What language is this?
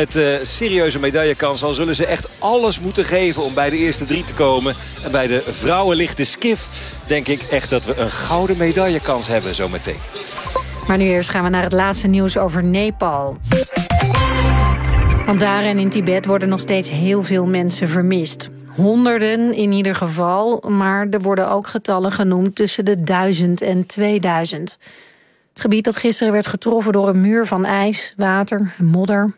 Dutch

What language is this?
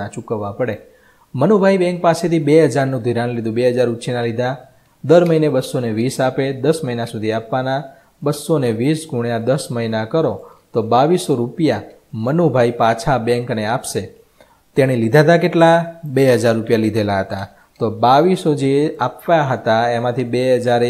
Gujarati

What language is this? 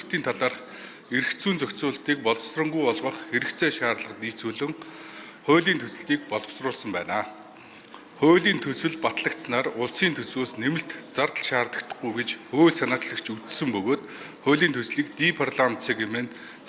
Mongolian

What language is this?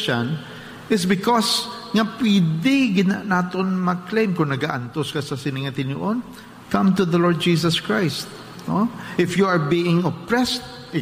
Hiligaynon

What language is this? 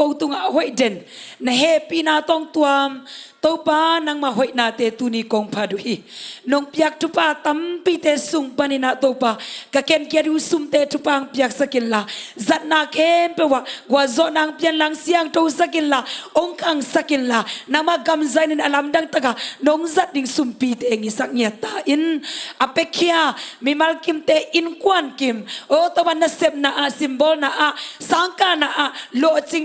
Tedim Chin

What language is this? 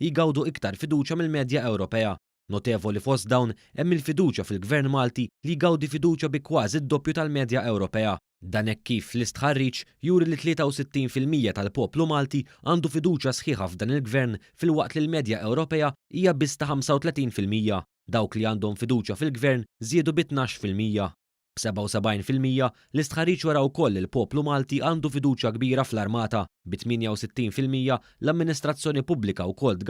Maltese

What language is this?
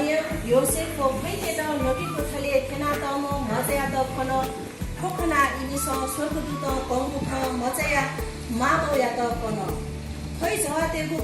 Newari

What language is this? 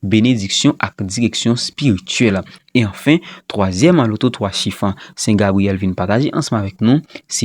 Haitian Creole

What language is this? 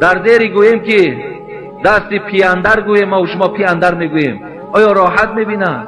Tajik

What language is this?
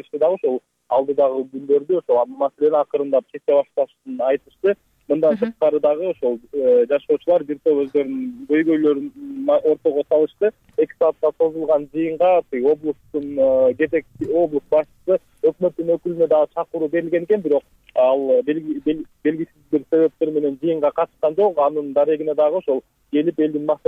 Kyrgyz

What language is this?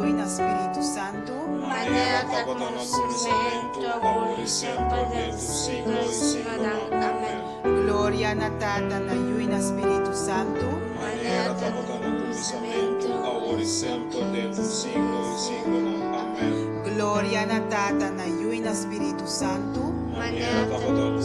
Papiamento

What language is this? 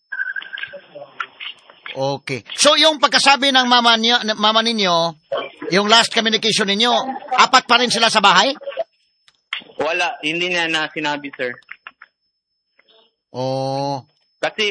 Filipino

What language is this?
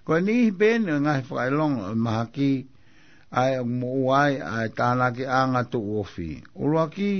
Tongan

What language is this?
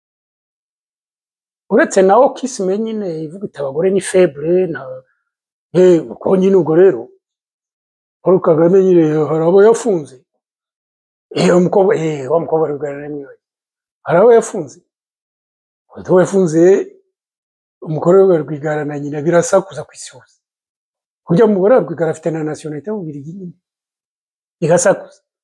Kinyarwanda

